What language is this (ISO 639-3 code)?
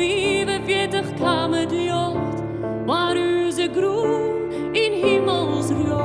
fry